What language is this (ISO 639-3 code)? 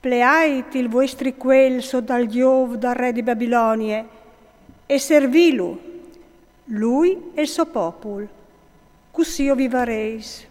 fur